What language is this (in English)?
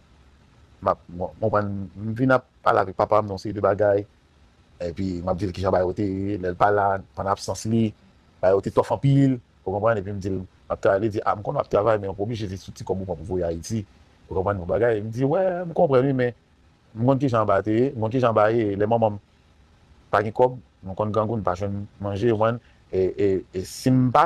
Haitian Creole